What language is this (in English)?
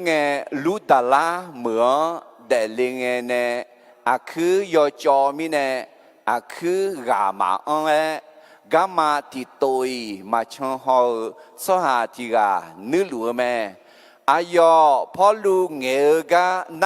Akha